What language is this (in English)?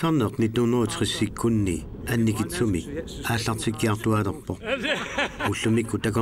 Kalaallisut